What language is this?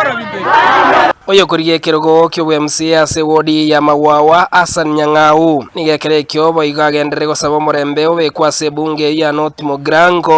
Gusii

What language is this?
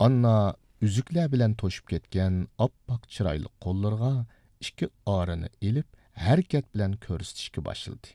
Uyghur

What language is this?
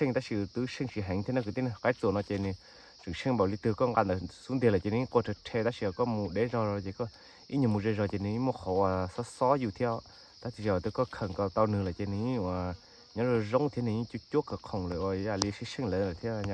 Hmong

